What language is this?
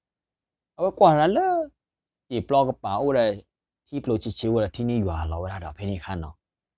S'gaw Karen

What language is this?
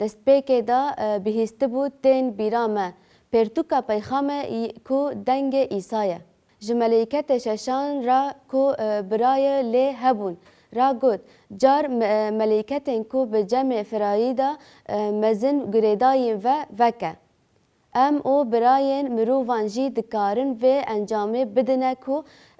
Kurdish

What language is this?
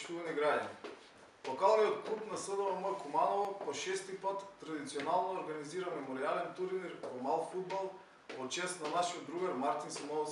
Macedonian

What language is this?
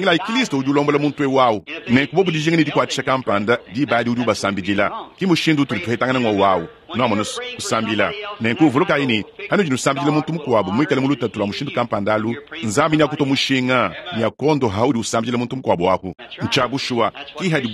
Luba-Lulua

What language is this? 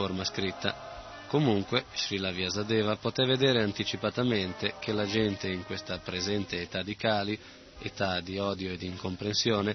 Italian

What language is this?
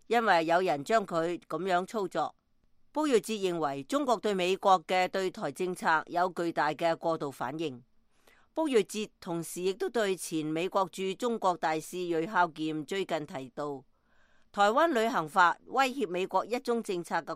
Cantonese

